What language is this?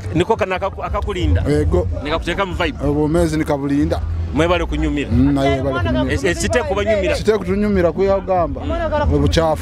Nyoro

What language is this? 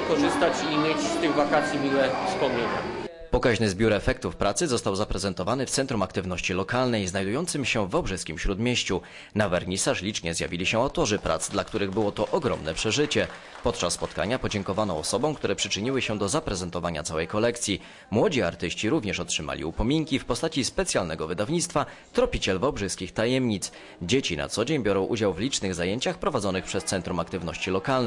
Polish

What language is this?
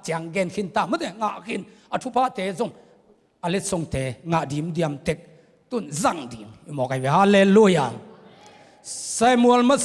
Tedim Chin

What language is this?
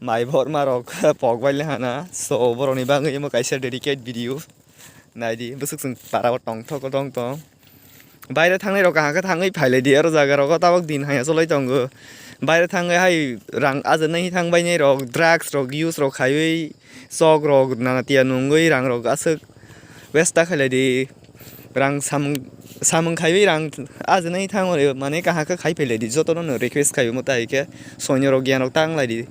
Kok Borok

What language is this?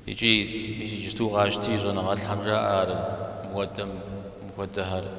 Kabardian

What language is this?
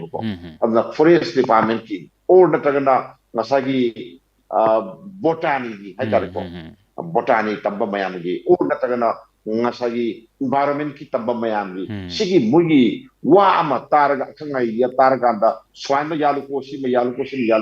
Manipuri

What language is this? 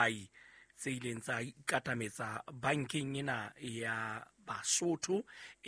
Southern Sotho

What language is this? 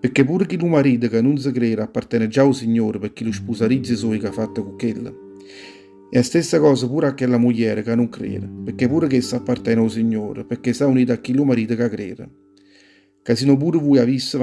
Neapolitan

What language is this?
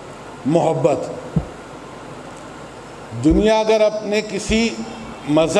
Urdu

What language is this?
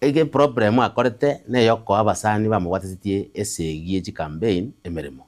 Gusii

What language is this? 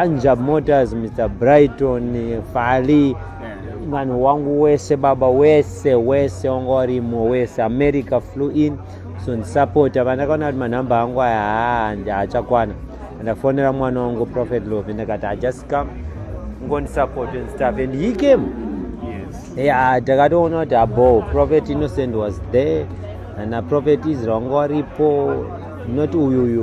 Shona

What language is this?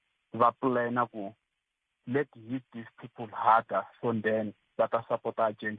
Tsonga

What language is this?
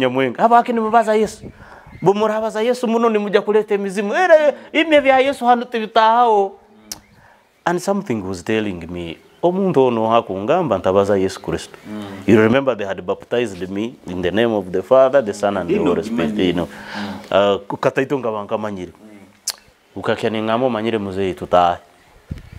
Nyoro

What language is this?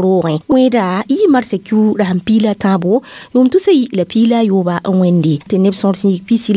Mossi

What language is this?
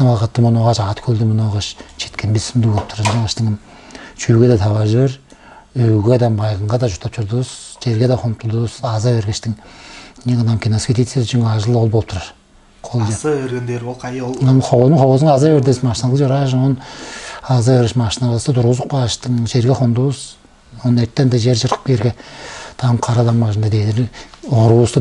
Tuvinian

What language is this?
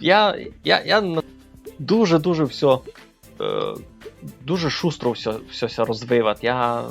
Rusyn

